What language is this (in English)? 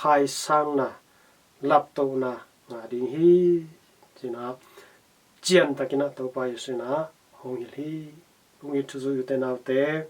Tedim Chin